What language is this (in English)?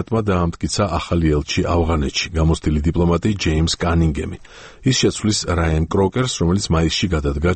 Georgian